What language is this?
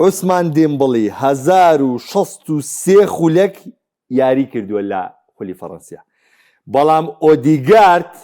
Central Kurdish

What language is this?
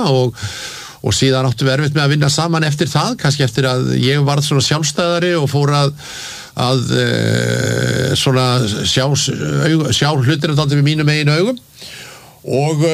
Icelandic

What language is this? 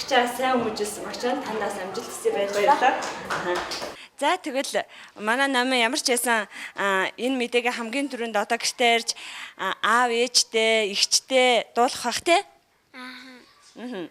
Mongolian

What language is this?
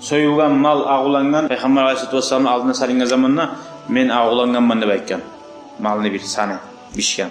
Kumyk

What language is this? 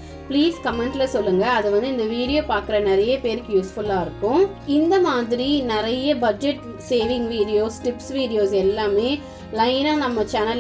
Tamil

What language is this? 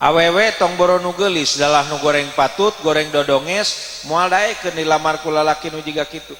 Sundanese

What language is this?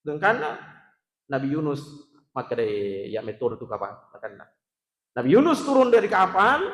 Buginese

